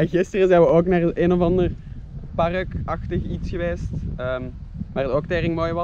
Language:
Dutch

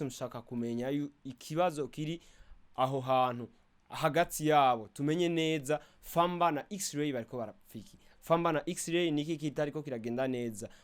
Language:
Rundi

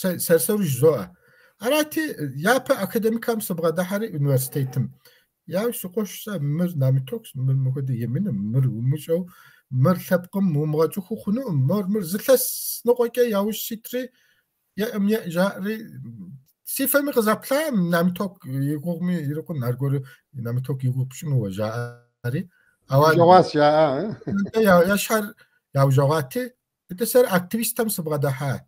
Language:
Kabardian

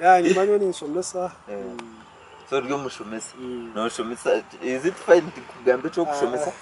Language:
Nyankole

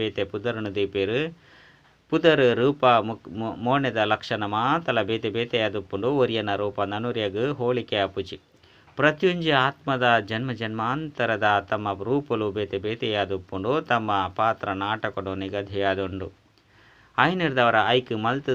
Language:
Tulu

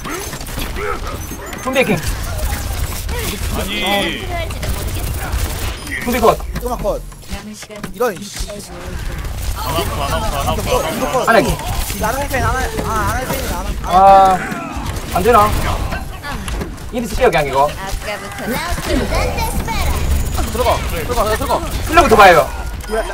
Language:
Korean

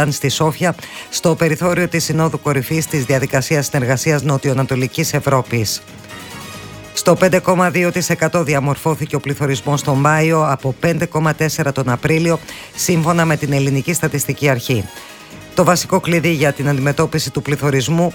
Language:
Greek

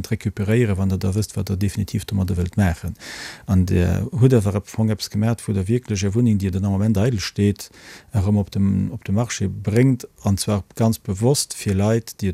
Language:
Luxembourgish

